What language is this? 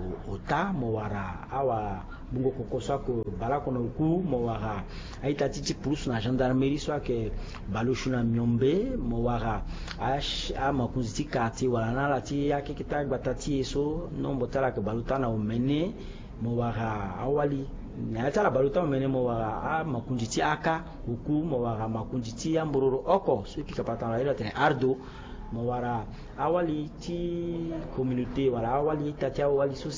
Sango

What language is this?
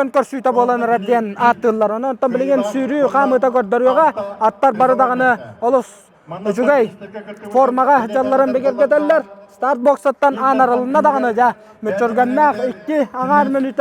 Yakut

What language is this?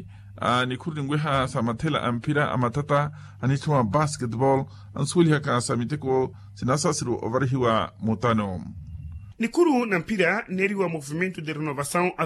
Makhuwa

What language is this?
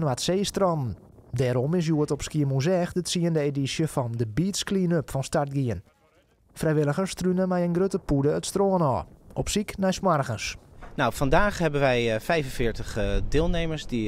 Western Frisian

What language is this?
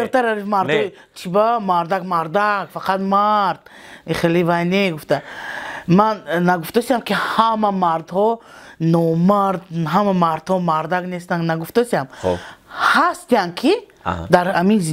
Tajik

